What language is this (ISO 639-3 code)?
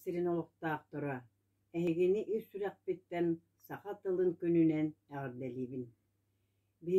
sah